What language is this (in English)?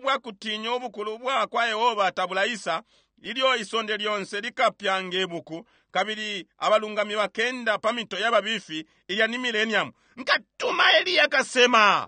Bemba